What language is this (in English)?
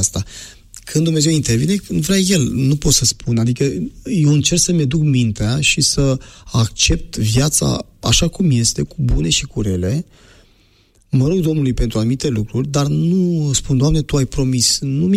Romanian